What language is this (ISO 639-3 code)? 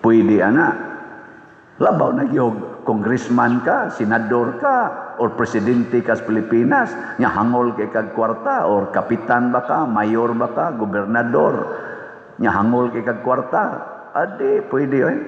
ceb